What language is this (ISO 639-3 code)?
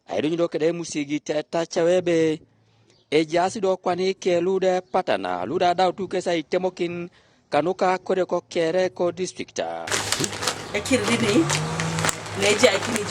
teo